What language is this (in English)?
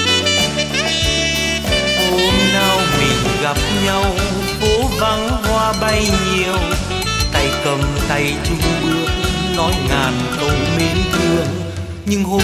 Vietnamese